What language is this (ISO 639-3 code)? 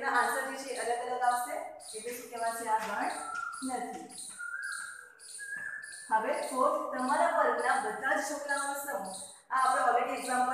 guj